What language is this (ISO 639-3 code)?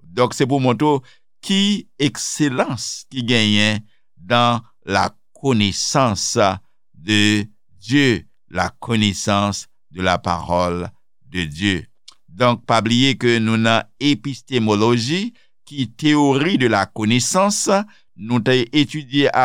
hat